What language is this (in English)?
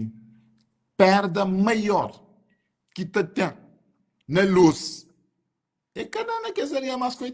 Kabuverdianu